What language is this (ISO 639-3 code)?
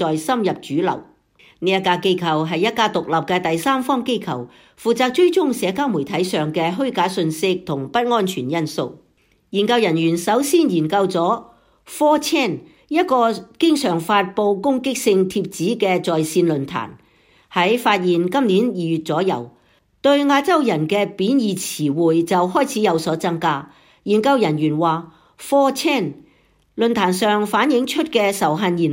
yue